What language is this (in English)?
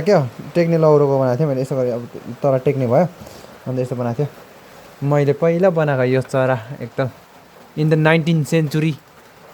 Nepali